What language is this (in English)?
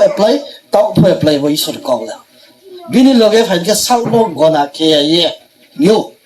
Riang (India)